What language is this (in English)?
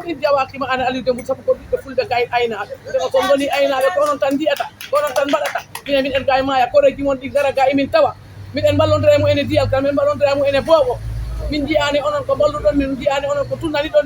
Fula